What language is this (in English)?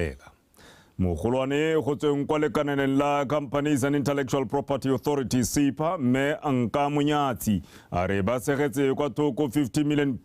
Tswana